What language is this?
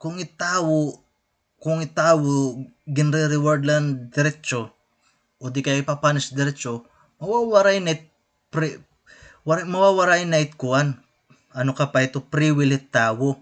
Waray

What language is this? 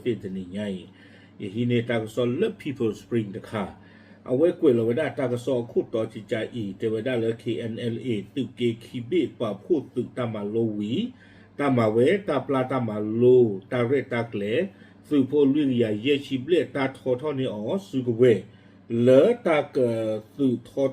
S'gaw Karen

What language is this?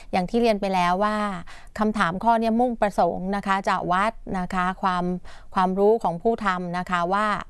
Thai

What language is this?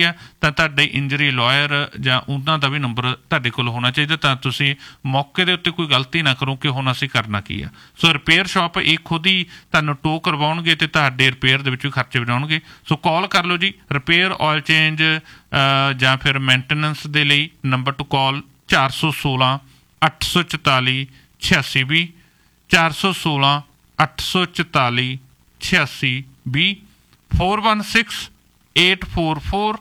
Punjabi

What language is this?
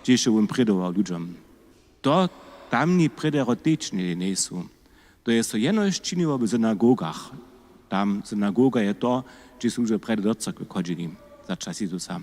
Upper Sorbian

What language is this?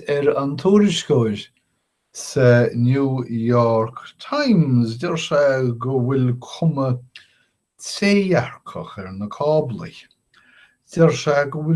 Irish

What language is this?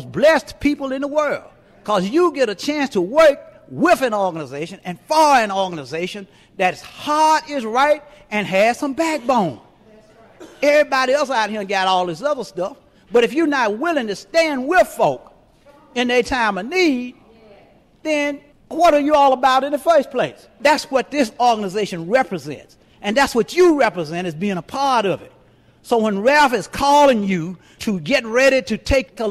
English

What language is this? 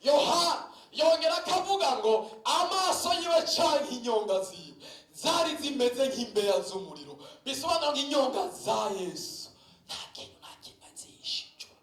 Rundi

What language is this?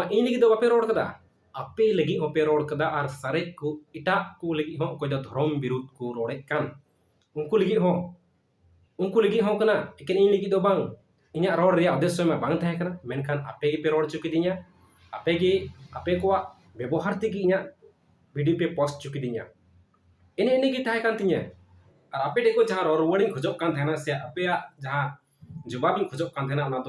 Santali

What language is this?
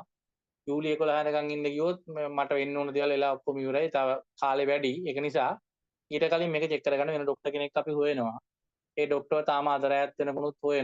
Sinhala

